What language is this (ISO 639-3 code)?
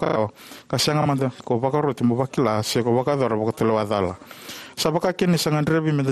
fij